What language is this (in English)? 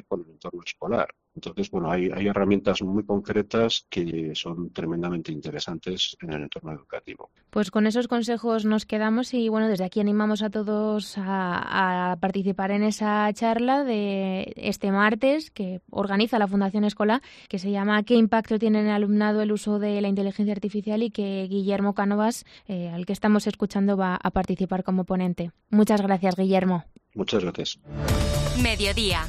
Spanish